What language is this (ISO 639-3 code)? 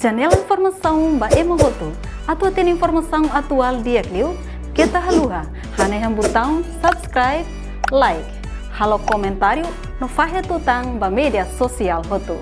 tet